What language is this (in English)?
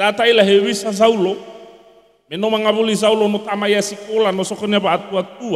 Nias